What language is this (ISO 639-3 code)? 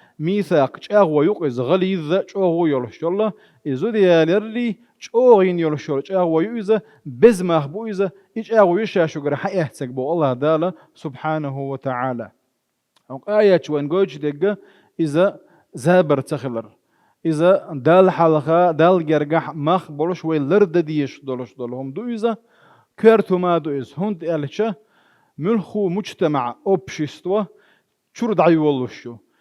che